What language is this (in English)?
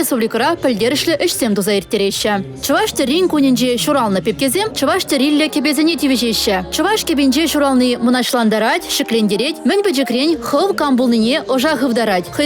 Chuvash